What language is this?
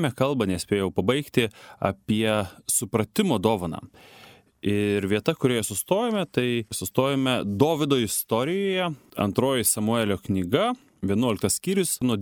Lithuanian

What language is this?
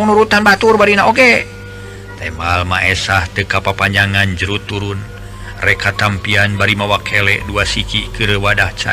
Sundanese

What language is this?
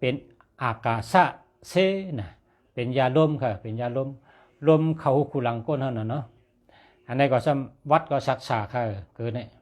Shan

